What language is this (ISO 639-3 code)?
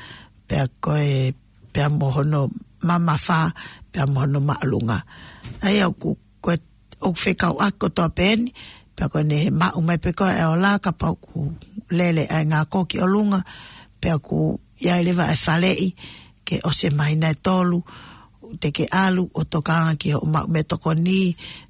ton